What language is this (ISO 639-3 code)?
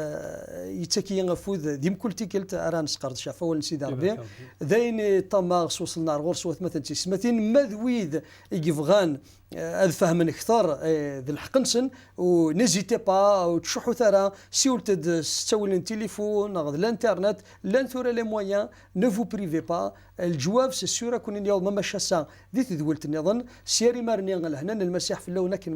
kab